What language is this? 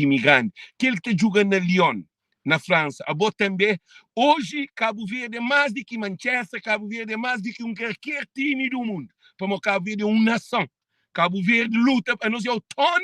Kabuverdianu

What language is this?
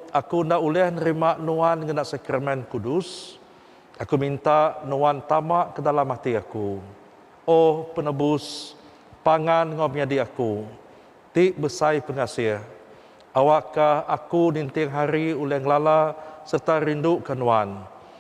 Iban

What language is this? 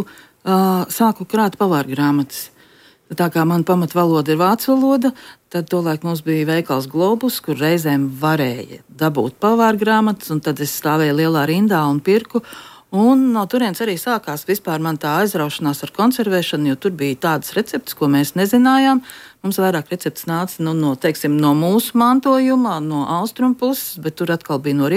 Latvian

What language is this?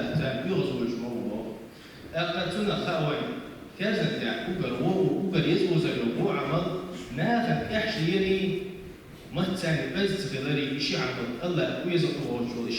Chechen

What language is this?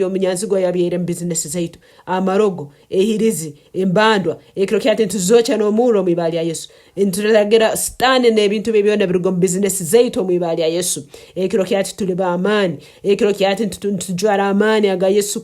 Nyankole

